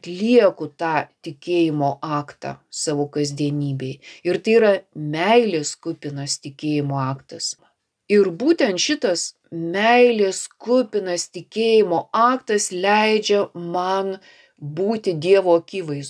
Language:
Lithuanian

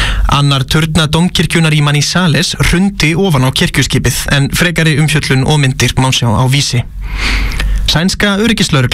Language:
Icelandic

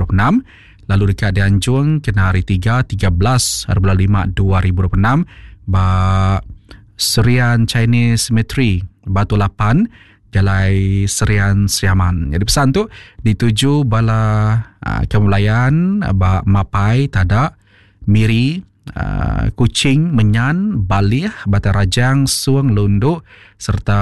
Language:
Iban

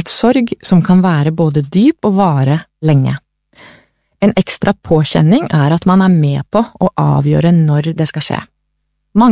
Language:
Norwegian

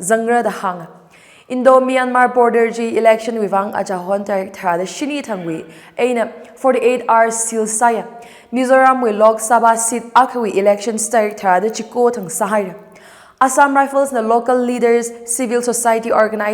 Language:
Tangkhul Naga (India)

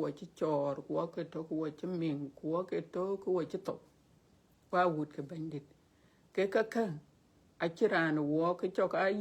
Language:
Dinka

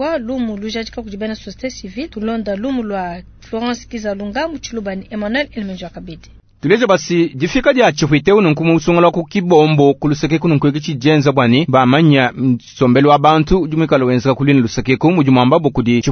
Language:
Luba-Lulua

